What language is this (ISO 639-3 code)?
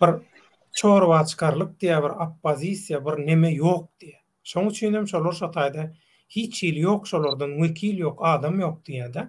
tuk